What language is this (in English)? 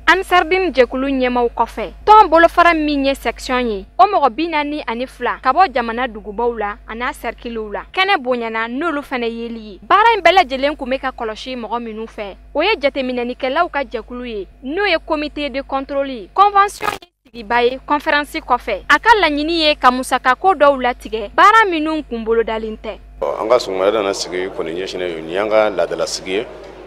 Bambara